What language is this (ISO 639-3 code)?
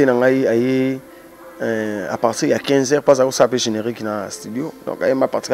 lin